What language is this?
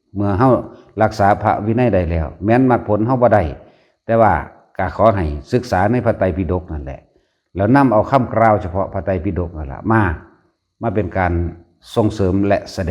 Lao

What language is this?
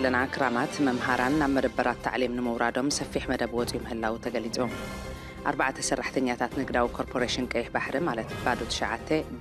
Tigrinya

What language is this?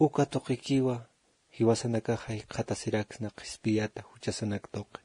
Aymara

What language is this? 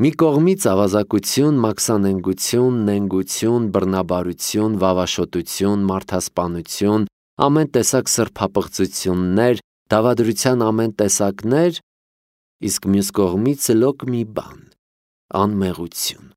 Armenian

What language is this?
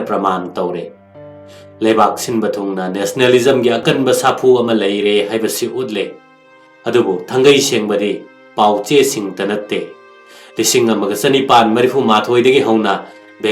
Manipuri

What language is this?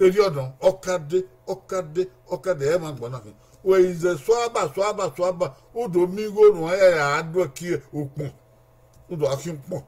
Bini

